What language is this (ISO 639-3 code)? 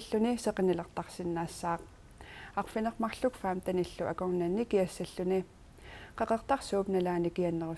kal